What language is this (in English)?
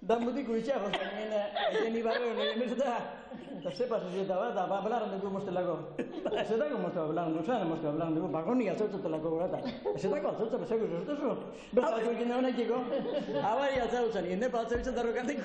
Basque